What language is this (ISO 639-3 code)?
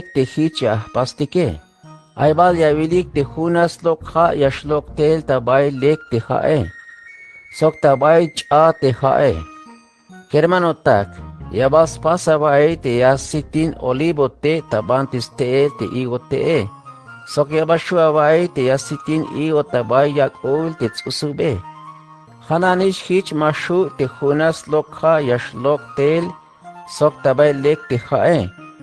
tzh